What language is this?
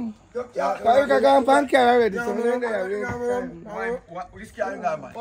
Jamaican Creole English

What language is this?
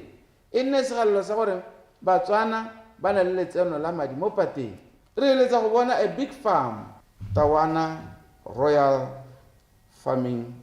Tswana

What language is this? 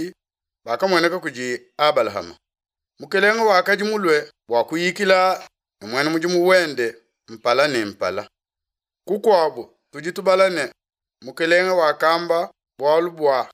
Luba-Lulua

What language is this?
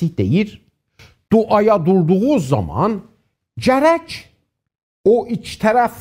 South Azerbaijani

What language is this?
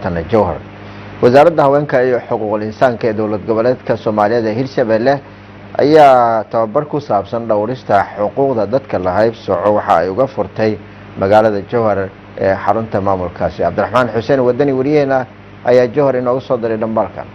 Somali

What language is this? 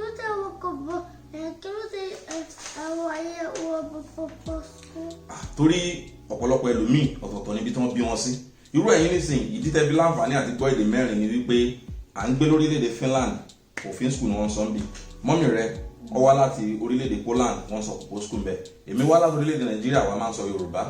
Yoruba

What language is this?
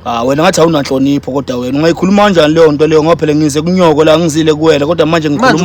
Zulu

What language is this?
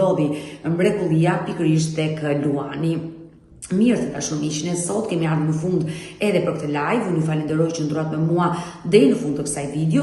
Albanian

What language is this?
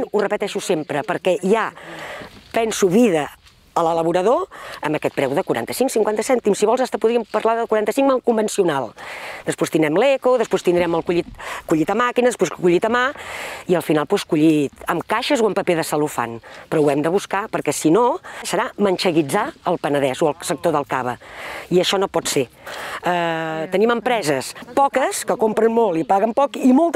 Catalan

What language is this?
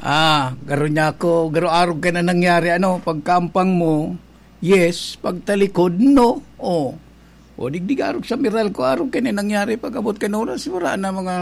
Bikol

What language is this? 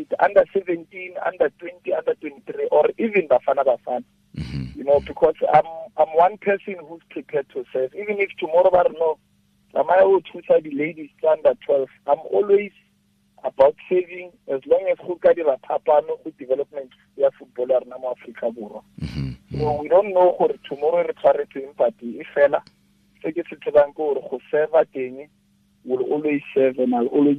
Tswana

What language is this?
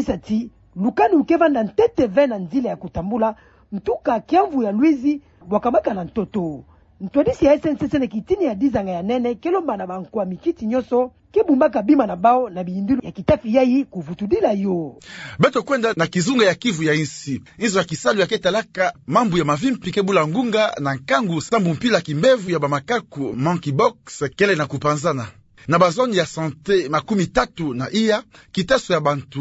Kituba (Democratic Republic of Congo)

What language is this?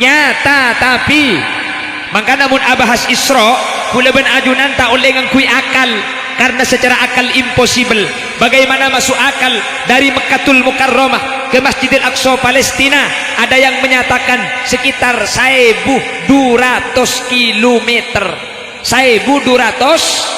Madurese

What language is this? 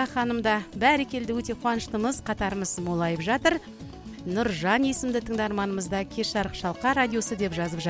Kazakh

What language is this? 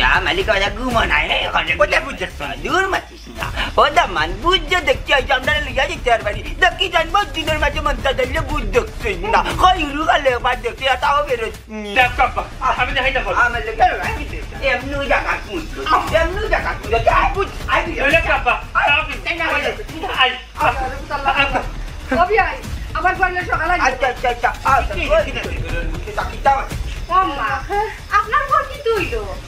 Sylheti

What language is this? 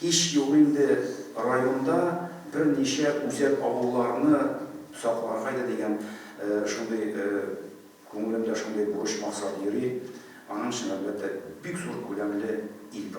Tatar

